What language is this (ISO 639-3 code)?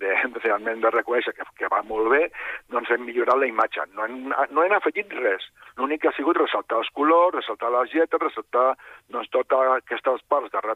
cat